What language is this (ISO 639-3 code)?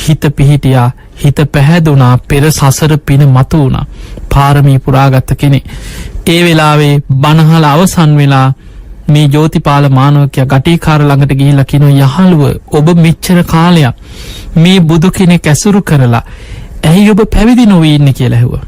sin